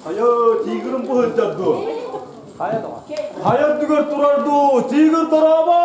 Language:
Yakut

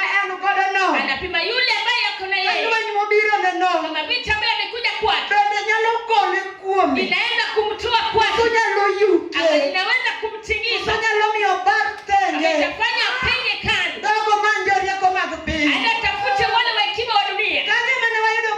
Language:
Luo (Kenya and Tanzania)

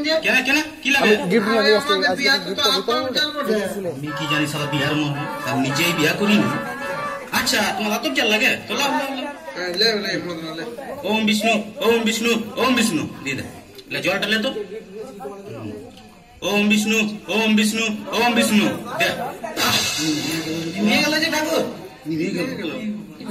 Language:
Bangla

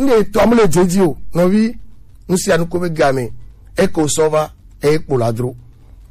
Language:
Gen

